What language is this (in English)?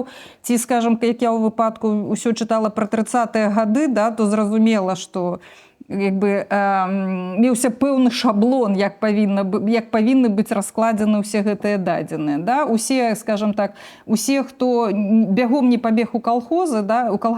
Belarusian